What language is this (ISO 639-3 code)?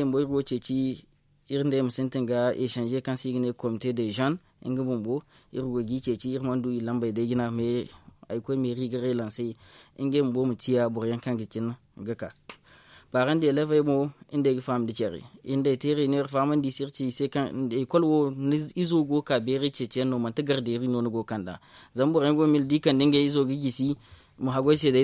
dje